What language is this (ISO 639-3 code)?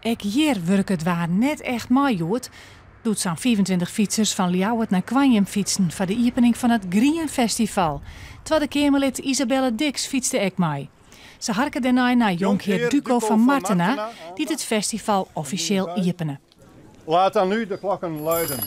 fry